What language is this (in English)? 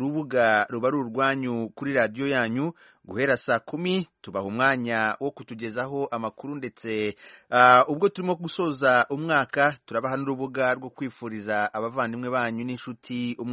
Kinyarwanda